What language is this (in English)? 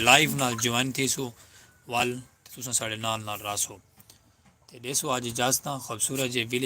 Saraiki